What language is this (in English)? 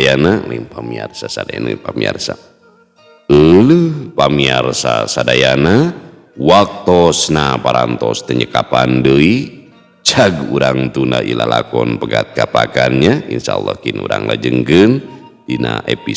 Sundanese